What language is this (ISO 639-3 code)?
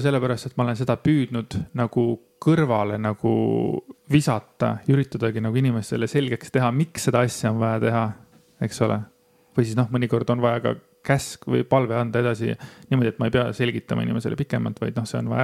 est